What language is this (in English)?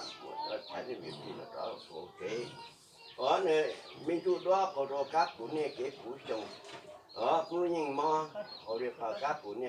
Hmong